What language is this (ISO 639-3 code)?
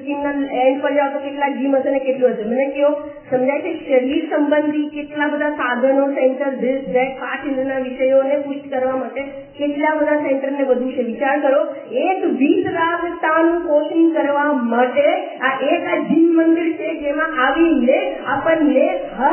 guj